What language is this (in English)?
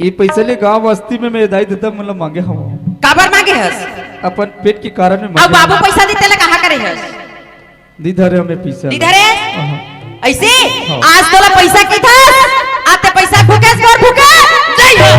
Chhattisgarhi